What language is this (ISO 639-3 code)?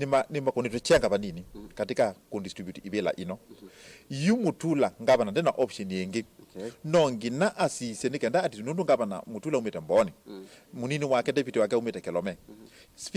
kam